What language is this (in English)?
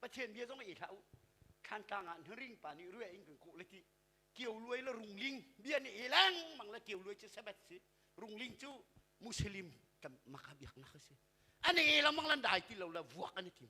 Hakha Chin